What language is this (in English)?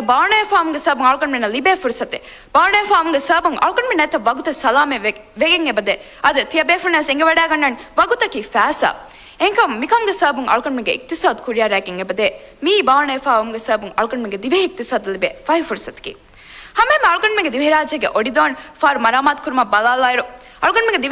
Divehi